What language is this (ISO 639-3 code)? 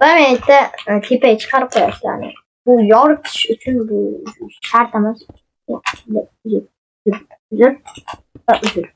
uzb